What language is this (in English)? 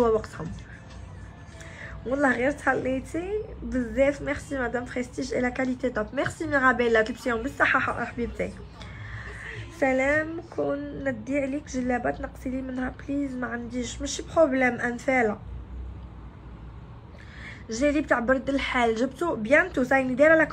Algerian Arabic